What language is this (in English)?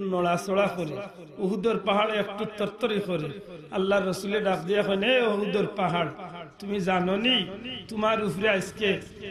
Sylheti